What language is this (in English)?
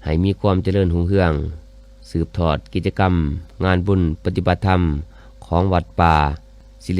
Lao